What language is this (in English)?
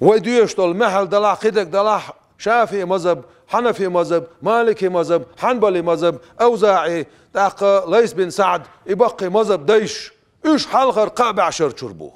Chechen